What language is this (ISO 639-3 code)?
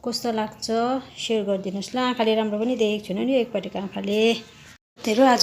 nep